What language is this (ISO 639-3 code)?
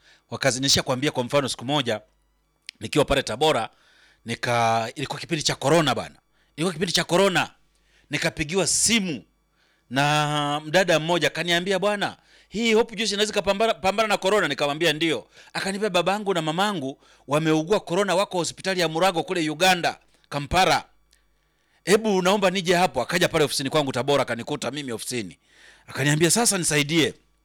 swa